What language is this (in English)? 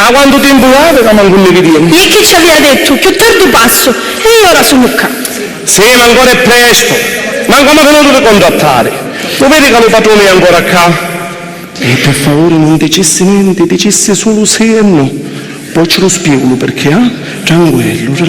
Sicilian